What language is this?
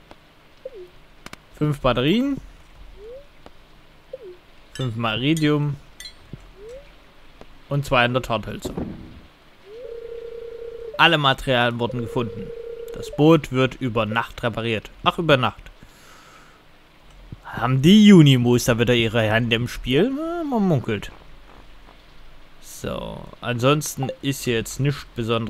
German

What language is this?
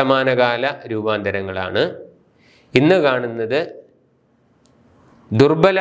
Malayalam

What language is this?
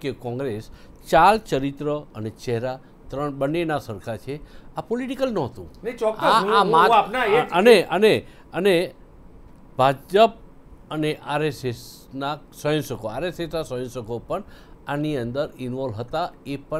Gujarati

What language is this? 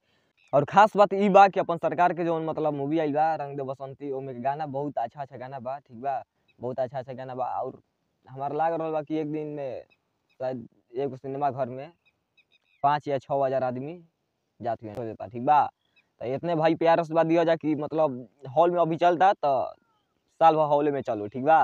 Bhojpuri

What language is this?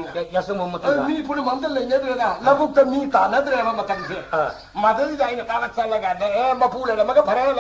Manipuri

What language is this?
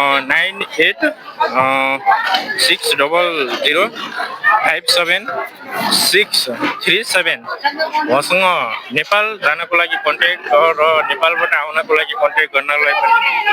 Nepali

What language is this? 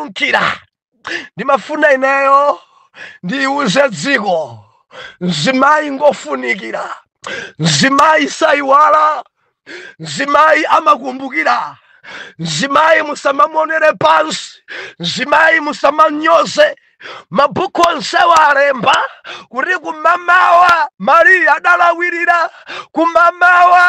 Nyanja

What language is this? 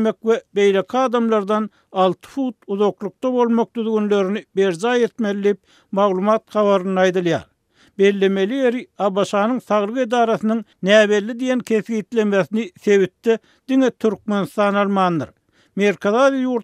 Turkmen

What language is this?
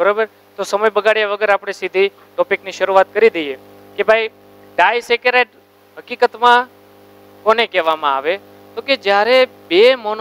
Gujarati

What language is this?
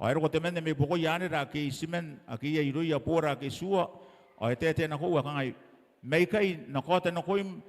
Gilbertese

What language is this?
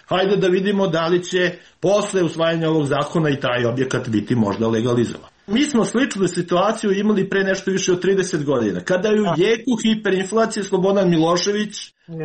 Serbian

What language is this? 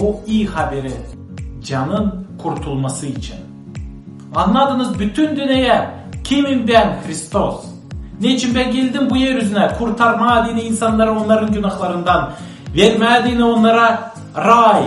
Gagauz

